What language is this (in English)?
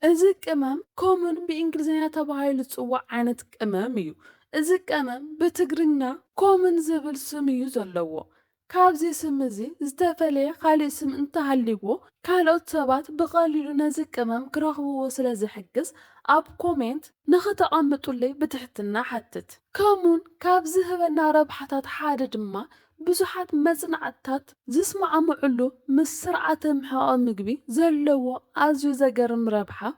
Tigrinya